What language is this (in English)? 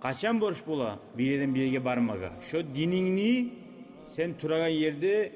Kumyk